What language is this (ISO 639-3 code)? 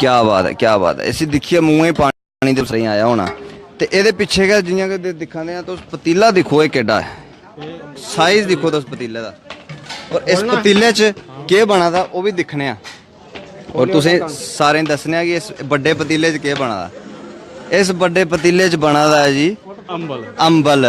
doi